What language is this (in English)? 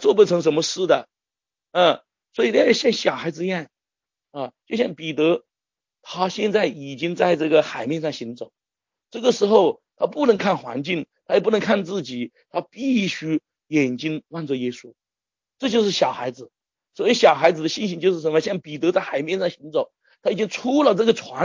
Chinese